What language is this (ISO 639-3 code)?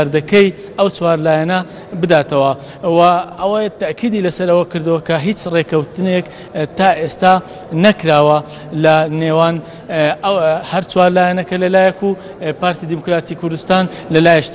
ckb